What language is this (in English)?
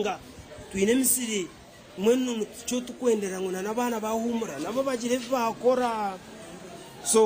Nyankole